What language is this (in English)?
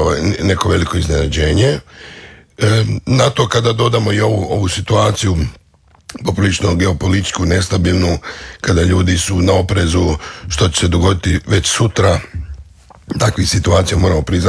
Croatian